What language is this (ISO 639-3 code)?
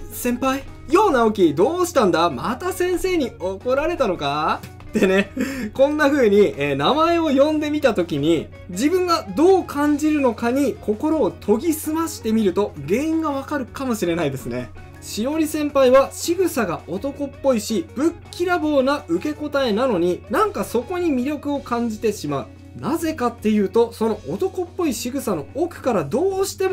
jpn